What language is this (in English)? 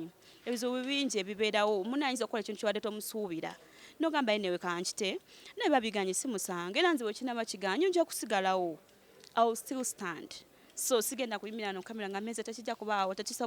Ganda